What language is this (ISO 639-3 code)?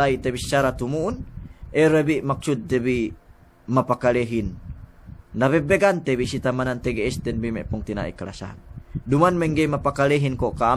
yka